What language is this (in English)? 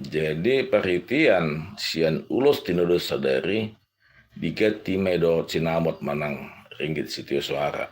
Batak Toba